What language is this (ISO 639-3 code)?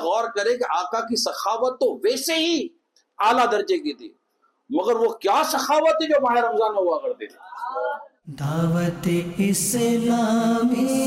urd